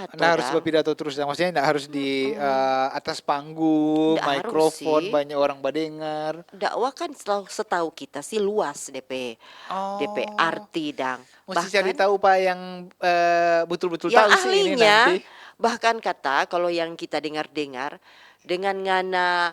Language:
Manado Malay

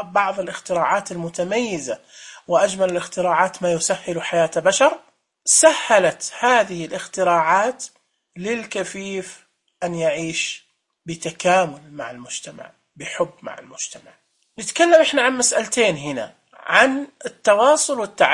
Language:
Najdi Arabic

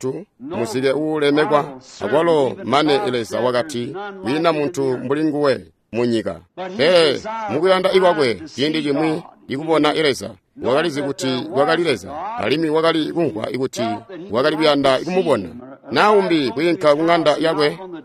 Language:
Tonga (Zambia)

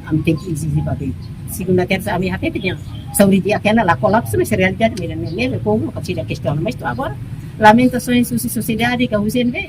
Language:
Tetum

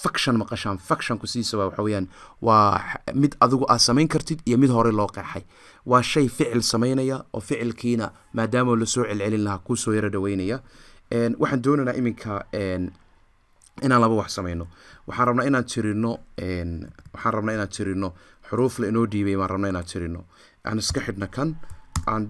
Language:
Somali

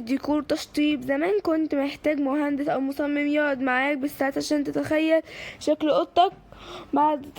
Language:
Egyptian Arabic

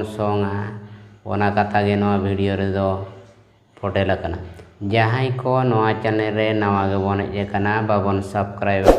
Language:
Santali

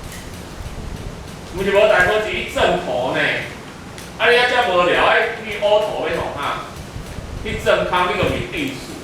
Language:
Min Nan Chinese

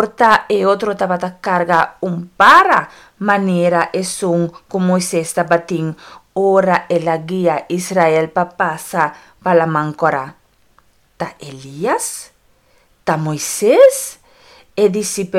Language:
Papiamento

